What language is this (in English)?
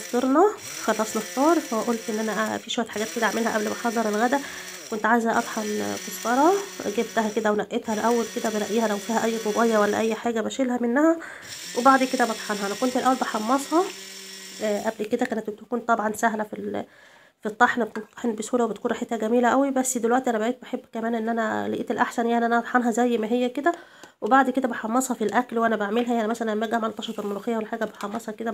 Egyptian Arabic